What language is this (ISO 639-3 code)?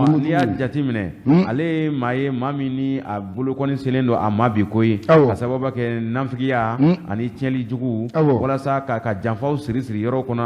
bam